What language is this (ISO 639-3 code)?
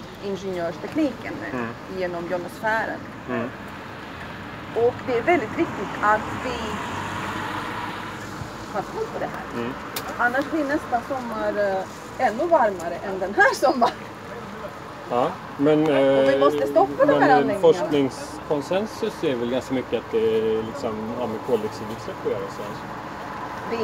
swe